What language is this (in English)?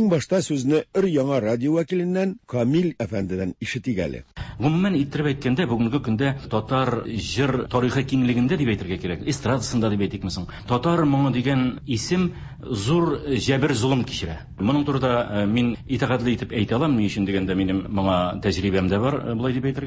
Tatar